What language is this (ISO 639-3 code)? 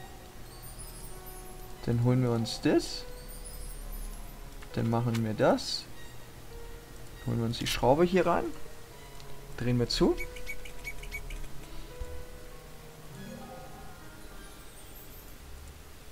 deu